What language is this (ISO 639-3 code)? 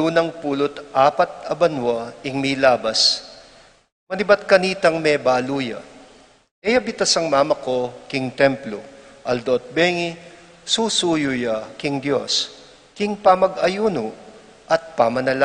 pam